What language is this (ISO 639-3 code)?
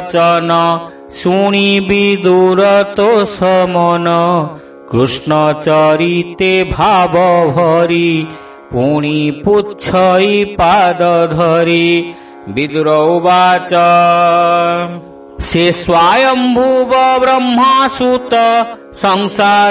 ori